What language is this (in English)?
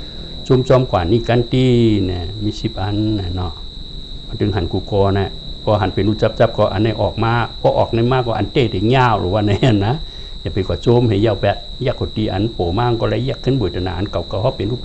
Shan